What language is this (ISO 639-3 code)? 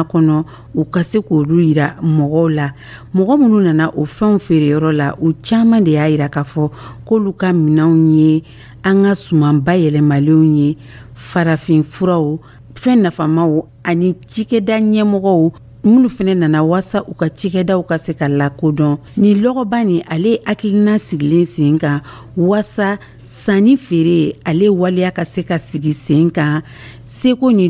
dyu